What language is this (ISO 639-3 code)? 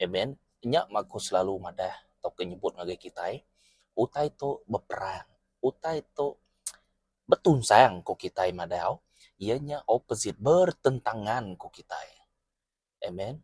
iba